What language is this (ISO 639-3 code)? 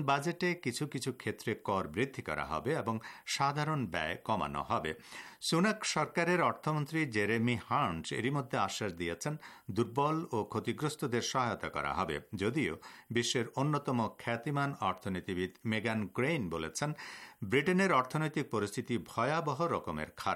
ben